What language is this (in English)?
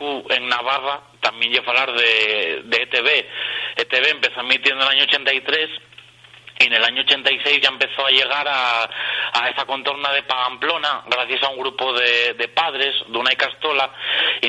Asturian